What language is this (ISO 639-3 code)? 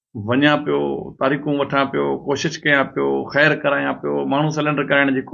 snd